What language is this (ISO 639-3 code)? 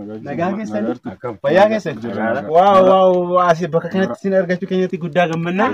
orm